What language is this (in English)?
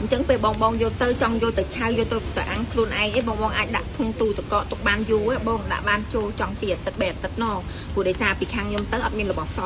Khmer